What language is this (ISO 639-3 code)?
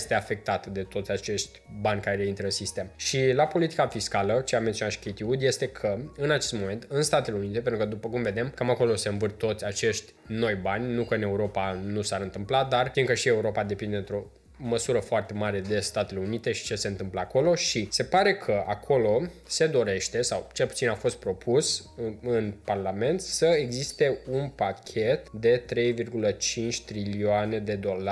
ron